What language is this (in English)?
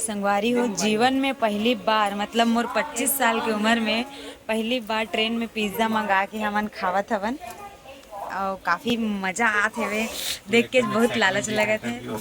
Chhattisgarhi